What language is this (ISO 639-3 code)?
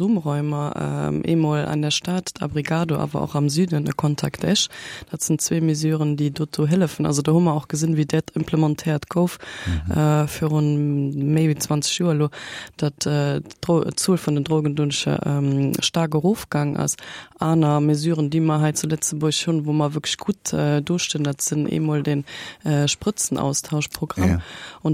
ltz